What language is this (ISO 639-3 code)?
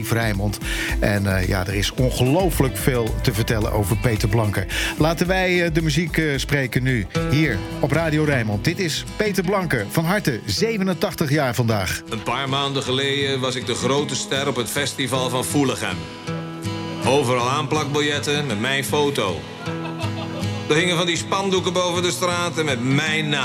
nld